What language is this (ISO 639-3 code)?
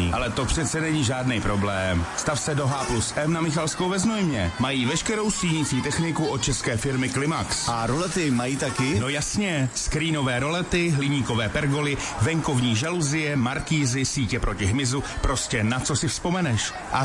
ces